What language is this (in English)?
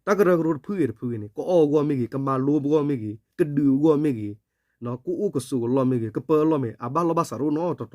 S'gaw Karen